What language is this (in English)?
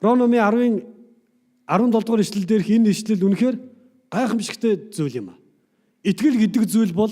Mongolian